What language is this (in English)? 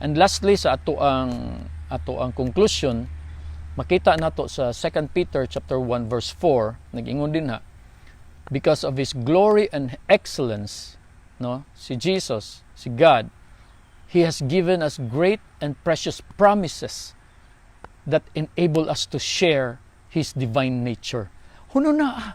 Cebuano